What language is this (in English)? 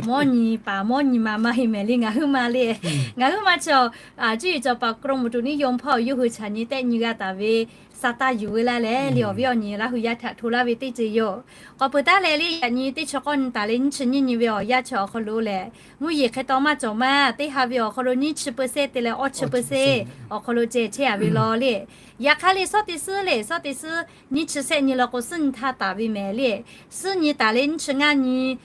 Lahu